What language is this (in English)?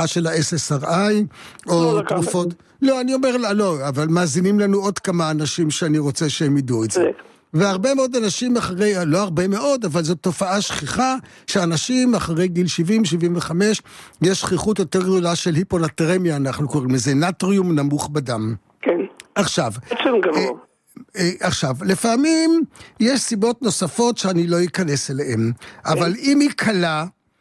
Hebrew